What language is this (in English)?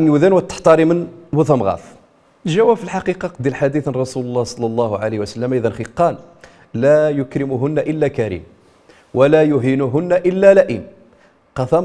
Riffian